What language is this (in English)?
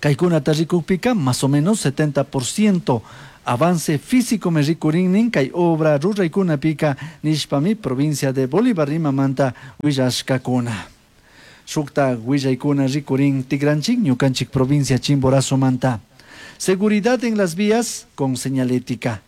Chimborazo Highland Quichua